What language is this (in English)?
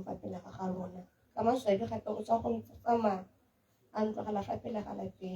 Tswana